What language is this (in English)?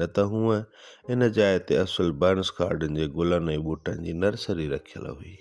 Sindhi